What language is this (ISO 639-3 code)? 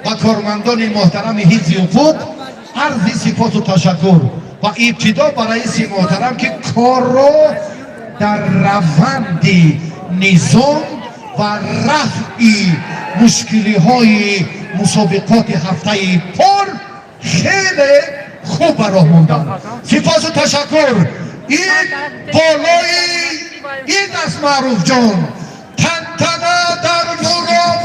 tgk